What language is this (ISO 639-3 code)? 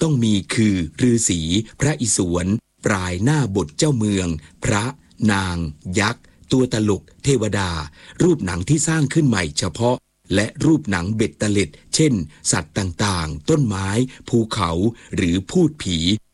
tha